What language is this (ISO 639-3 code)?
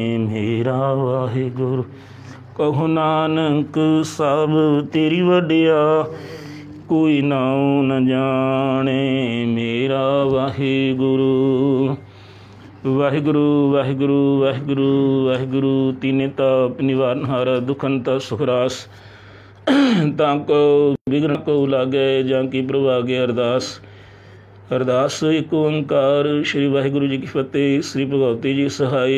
pan